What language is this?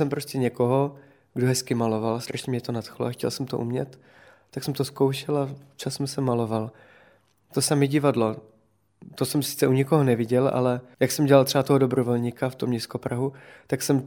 Czech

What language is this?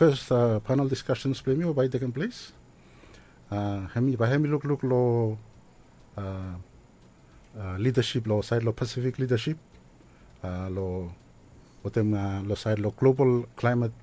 Bislama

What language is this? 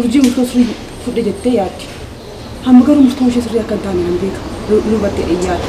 Oromo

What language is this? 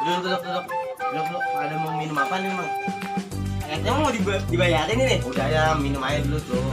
Betawi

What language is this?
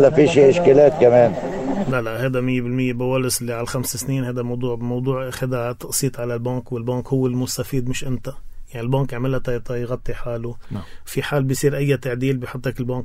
North Levantine Arabic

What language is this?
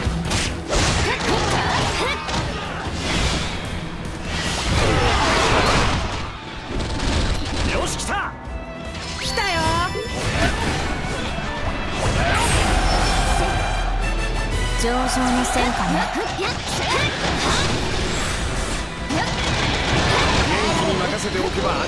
Japanese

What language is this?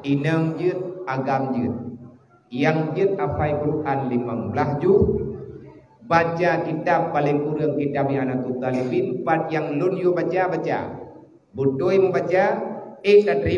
Malay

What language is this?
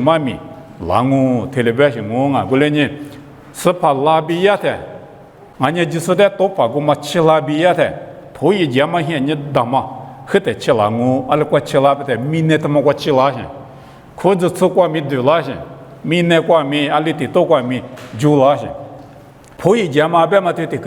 Lisu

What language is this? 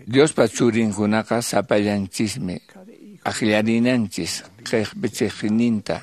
Quechua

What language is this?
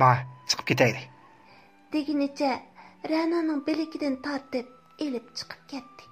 Uyghur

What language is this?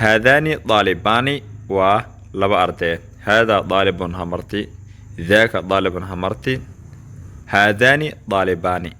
Somali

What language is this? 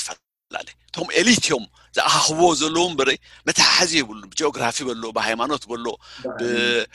Tigrinya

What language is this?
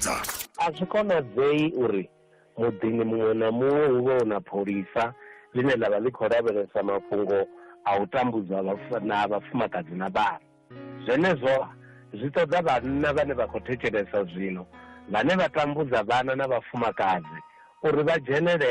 Venda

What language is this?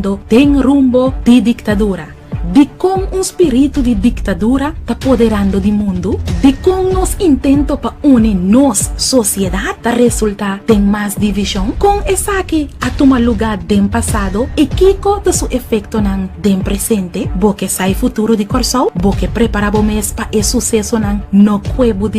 Papiamento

